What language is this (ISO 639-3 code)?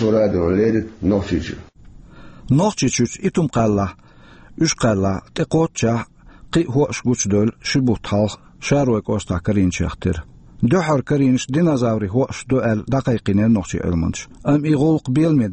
che